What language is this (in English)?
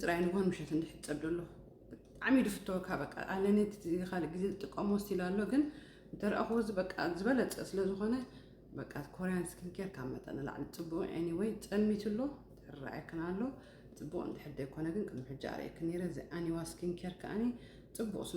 Tigrinya